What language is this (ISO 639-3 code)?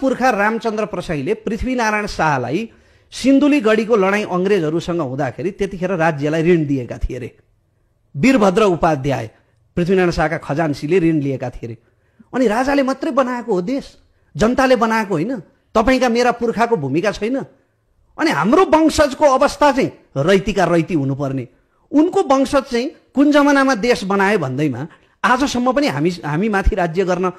nep